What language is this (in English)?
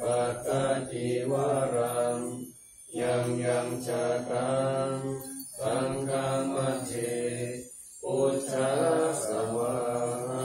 Pali